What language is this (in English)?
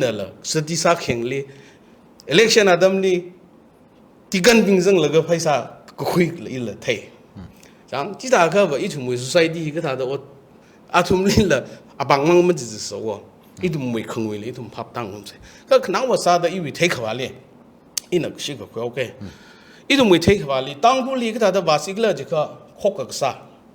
Tangkhul Naga (India)